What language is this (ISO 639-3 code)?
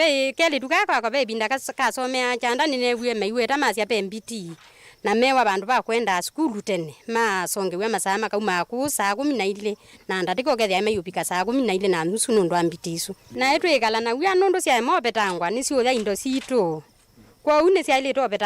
kam